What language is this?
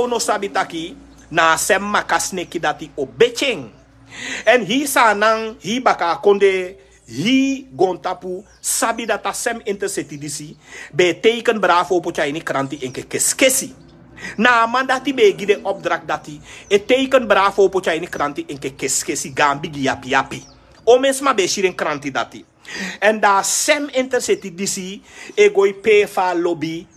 Sranan Tongo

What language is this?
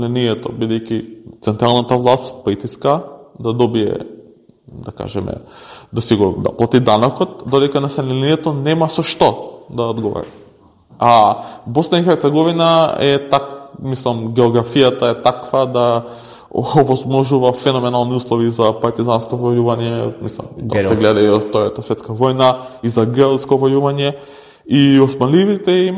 Macedonian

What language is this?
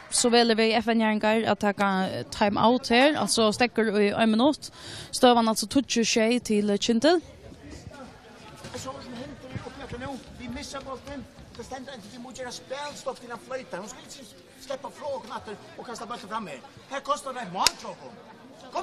Faroese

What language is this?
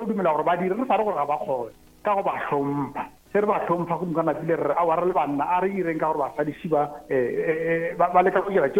Northern Sotho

